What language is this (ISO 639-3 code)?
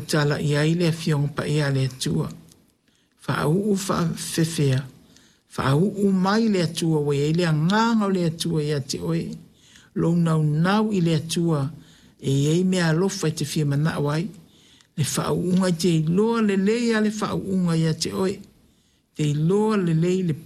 smo